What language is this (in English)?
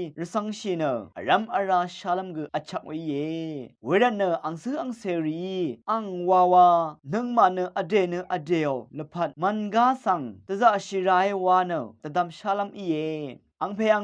Rawang